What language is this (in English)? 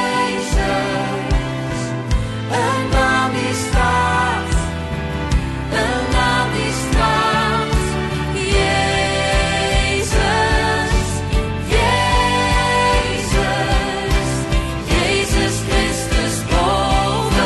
Dutch